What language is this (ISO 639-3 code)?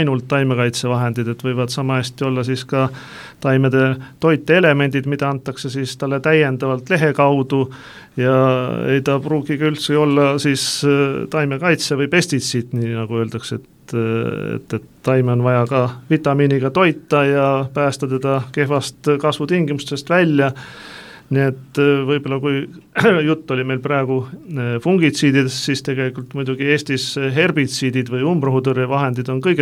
est